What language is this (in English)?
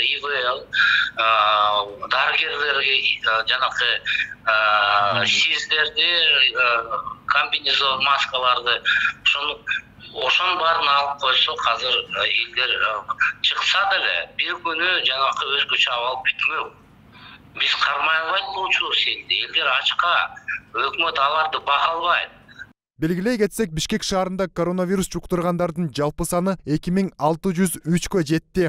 Kyrgyz